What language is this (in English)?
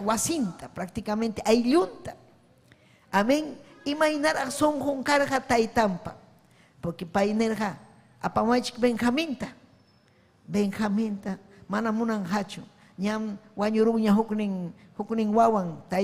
Ayacucho Quechua